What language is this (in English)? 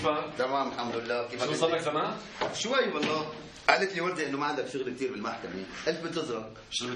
North Levantine Arabic